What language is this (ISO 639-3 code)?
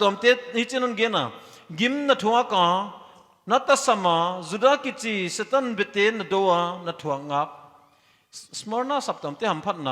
pck